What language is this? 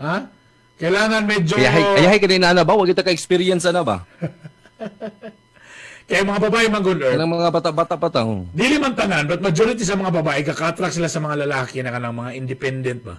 Cebuano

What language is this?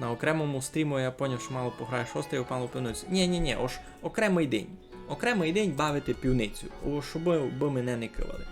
Rusyn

